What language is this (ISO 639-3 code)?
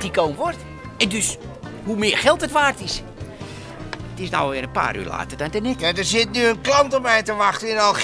nld